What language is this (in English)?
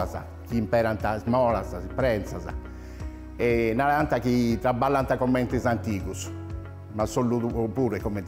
Sardinian